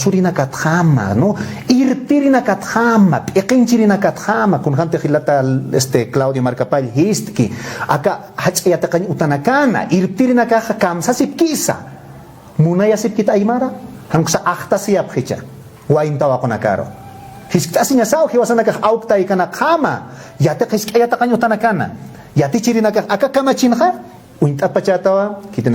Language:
Aymara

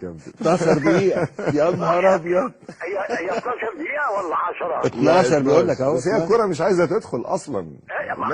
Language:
Egyptian Arabic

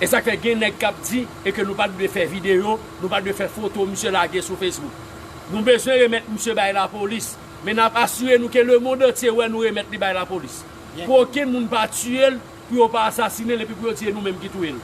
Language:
Haitian Creole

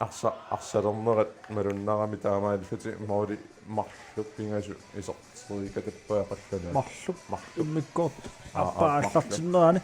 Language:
Kalaallisut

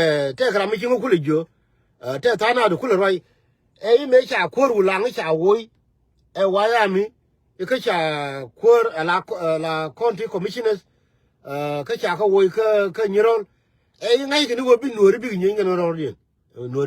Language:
Nuer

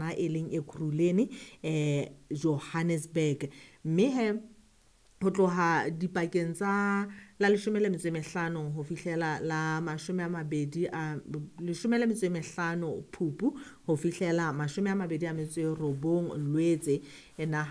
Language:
Southern Sotho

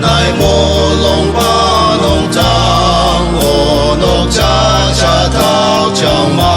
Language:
Ao Naga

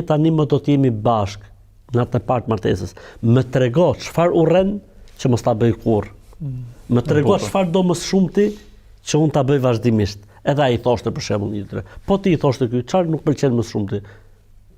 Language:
Albanian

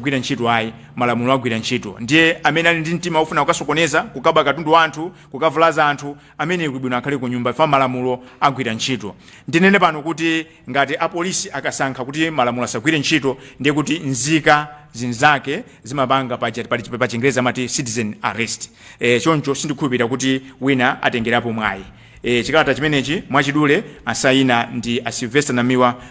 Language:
Nyanja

